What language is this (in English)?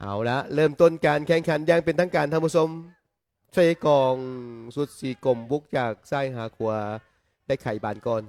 Lao